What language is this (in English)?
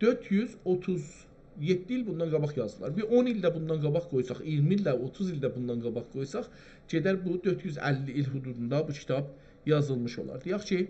South Azerbaijani